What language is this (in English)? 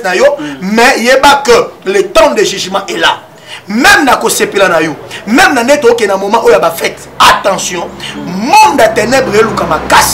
Lingala